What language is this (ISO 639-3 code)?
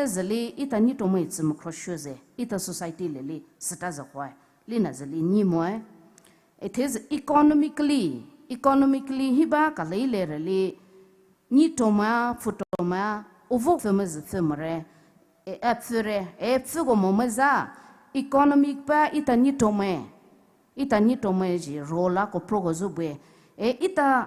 pmx